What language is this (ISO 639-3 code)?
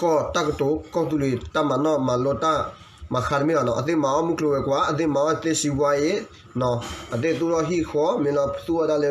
ksw